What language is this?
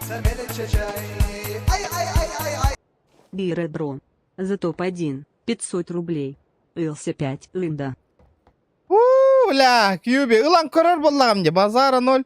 Yakut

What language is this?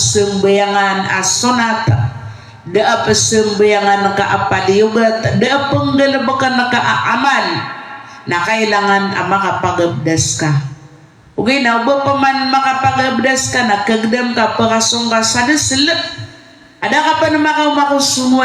Maranao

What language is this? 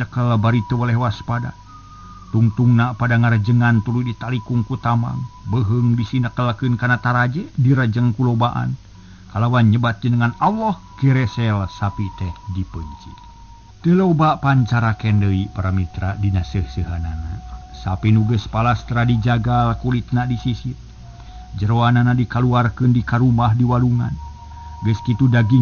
Sundanese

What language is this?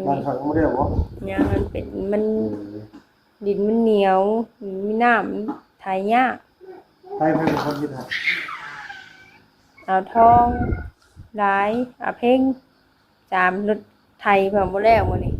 Northeastern Thai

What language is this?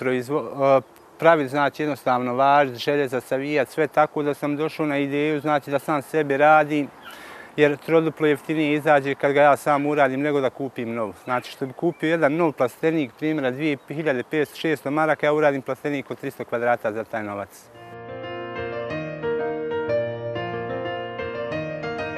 Bosnian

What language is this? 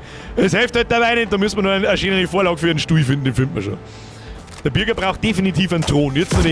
Bavarian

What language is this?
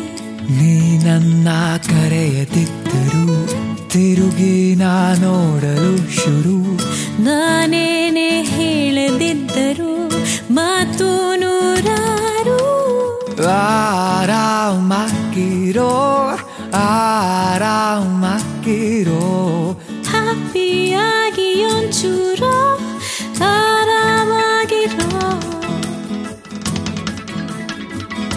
Kannada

